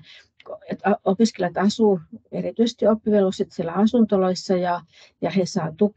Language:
Finnish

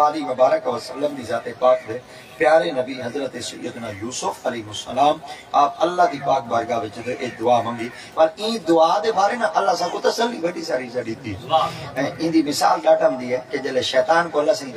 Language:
Saraiki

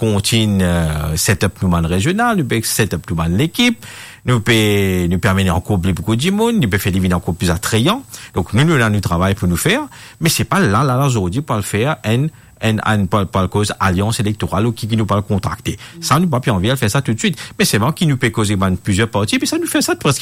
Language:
Morisyen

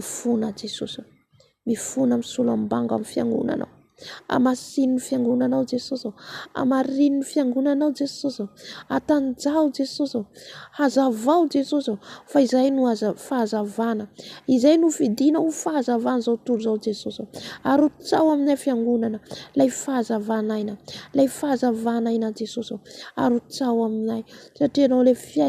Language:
Malagasy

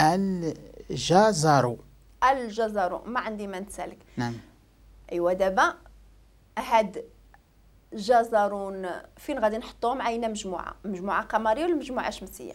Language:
Moroccan Arabic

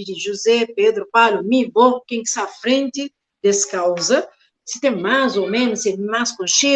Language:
Kabuverdianu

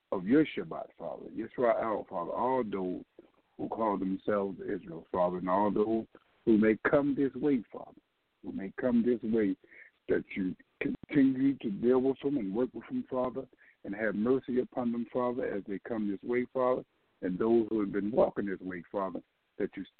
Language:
English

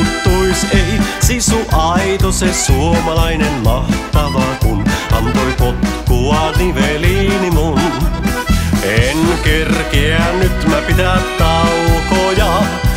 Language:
Finnish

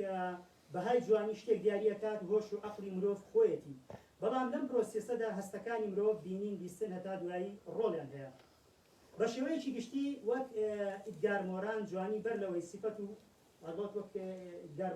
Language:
Central Kurdish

